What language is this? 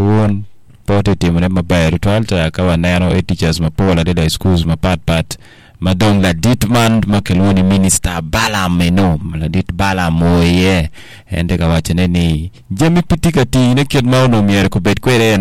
Acoli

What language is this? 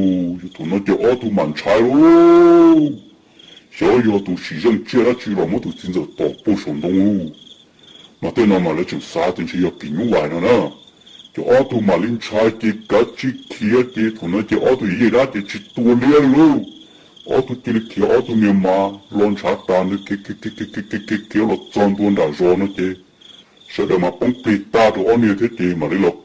Hmong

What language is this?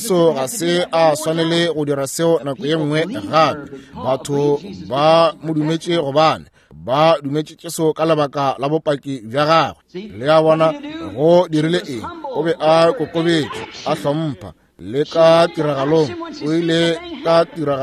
Northern Sotho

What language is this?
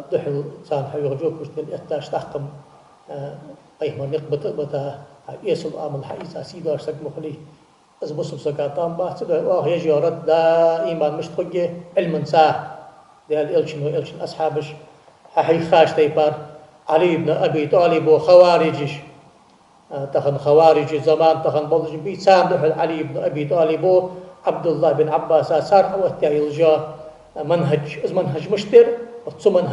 Ingush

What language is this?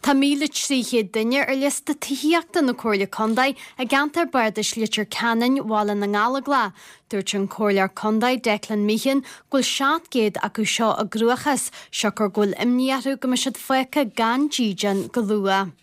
Irish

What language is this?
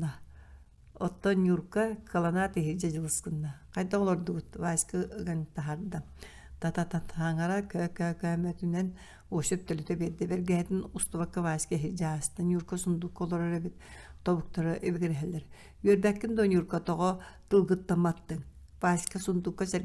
Yakut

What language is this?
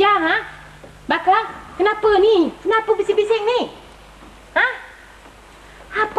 Malay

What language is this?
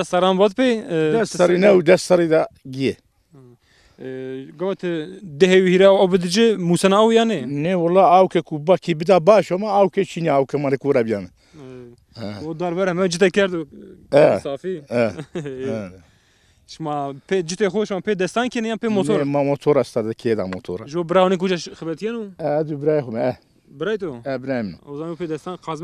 Zaza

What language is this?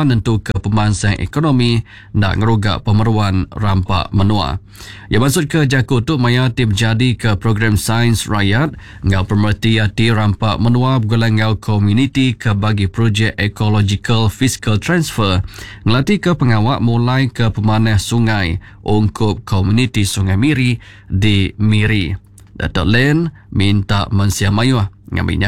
Iban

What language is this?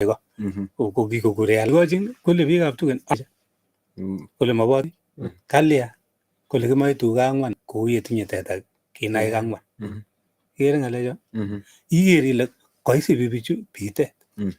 Kalenjin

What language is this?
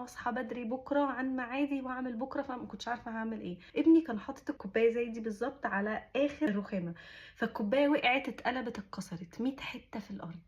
Egyptian Arabic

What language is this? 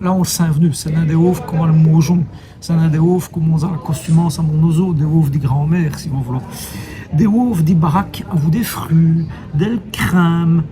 Walloon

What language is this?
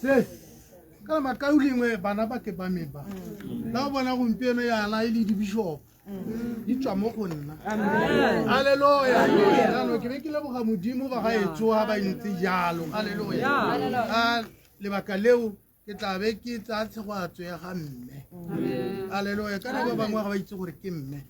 Tswana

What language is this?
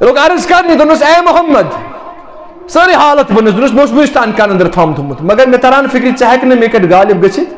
Kashmiri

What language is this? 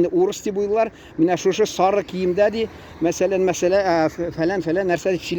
Tatar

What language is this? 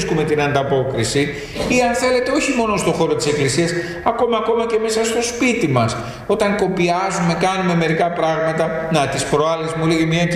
Greek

